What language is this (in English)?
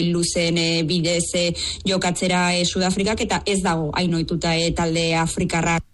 Basque